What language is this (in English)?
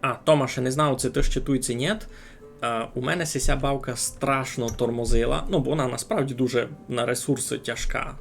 Rusyn